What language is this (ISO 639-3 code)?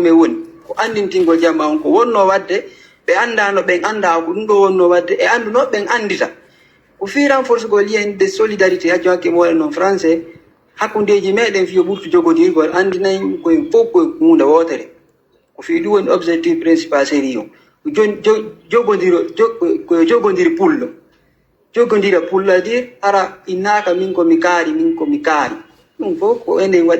ful